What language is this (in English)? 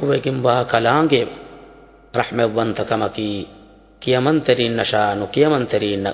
Divehi